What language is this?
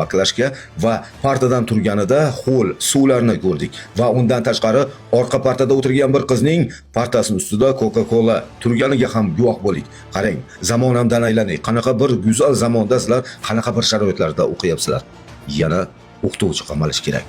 Uzbek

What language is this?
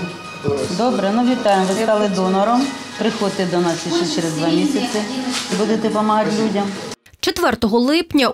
Ukrainian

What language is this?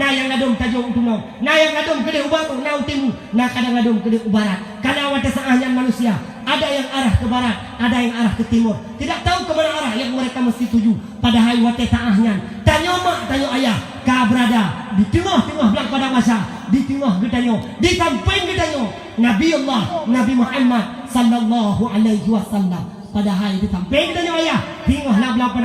Achinese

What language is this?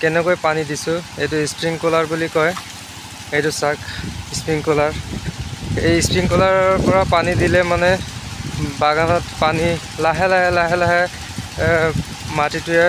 Assamese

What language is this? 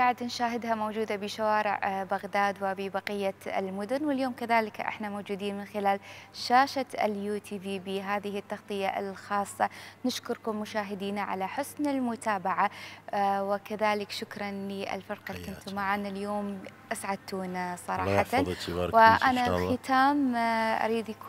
Mesopotamian Arabic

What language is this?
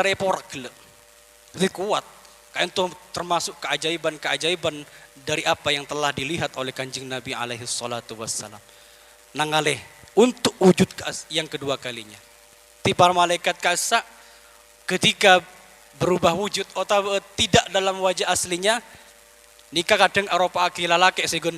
Madurese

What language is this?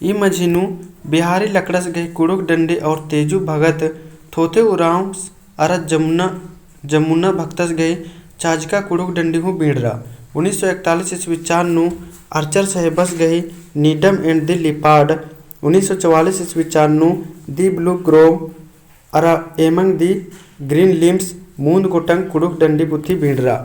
Kurukh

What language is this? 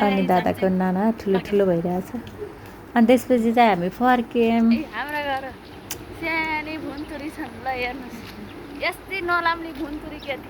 Nepali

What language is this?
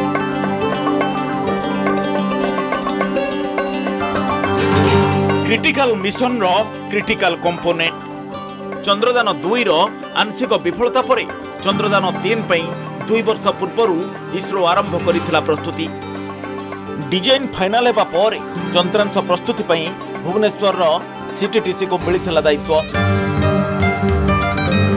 Odia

